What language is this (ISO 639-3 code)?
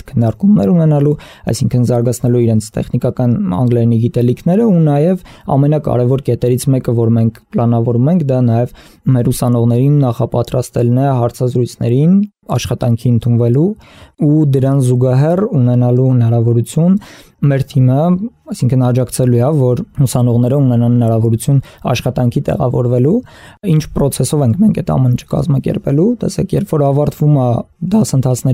hye